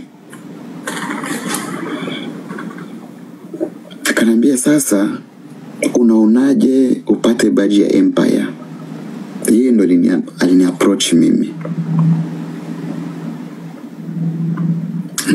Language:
Swahili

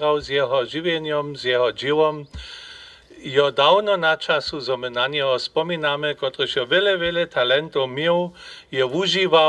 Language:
Upper Sorbian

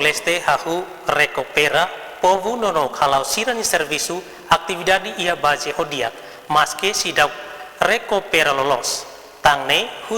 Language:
Tetum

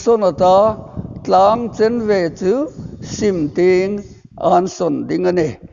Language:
Hmar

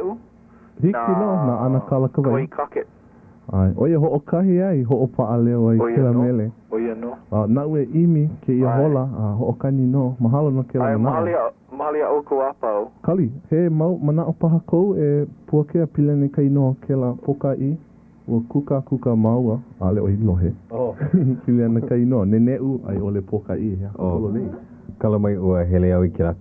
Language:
Hawaiian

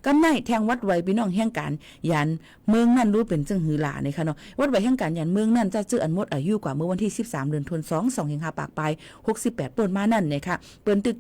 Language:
Shan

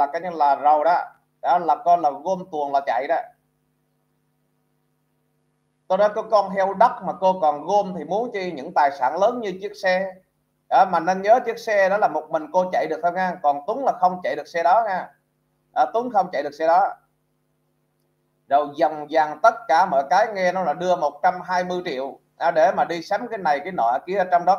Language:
Vietnamese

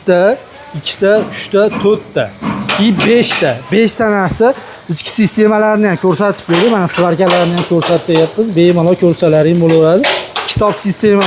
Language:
Uzbek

